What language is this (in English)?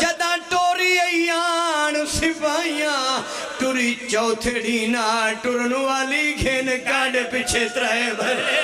Pahari-Potwari